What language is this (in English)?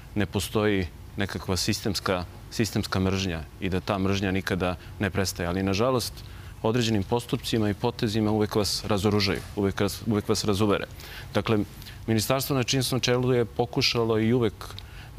Serbian